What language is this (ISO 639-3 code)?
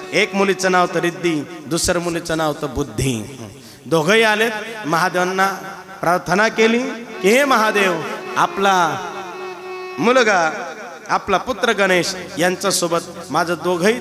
mar